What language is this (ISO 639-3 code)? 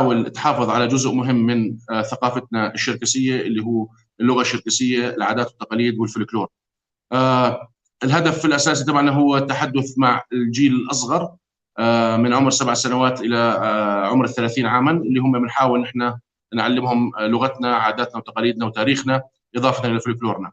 apc